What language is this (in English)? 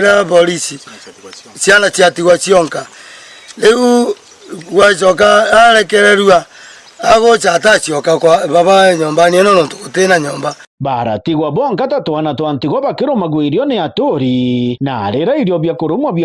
Meru